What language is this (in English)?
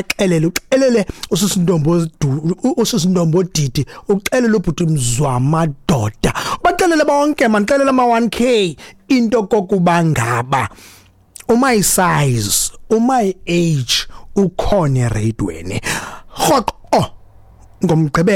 Xhosa